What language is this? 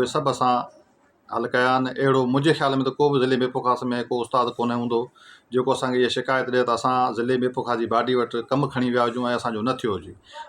Sindhi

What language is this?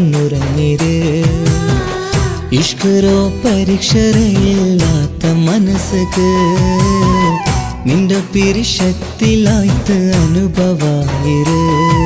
Malayalam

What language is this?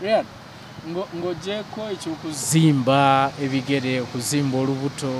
Ganda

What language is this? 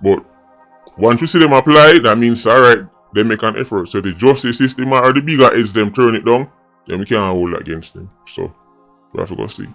Jamaican Creole English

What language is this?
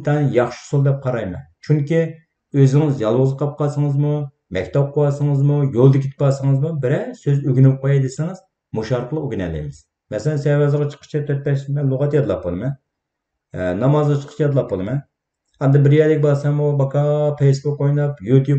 Uyghur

